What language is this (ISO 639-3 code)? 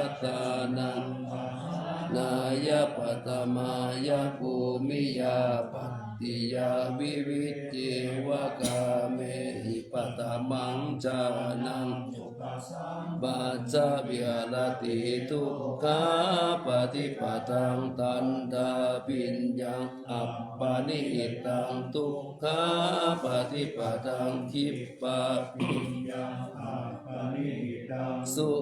pli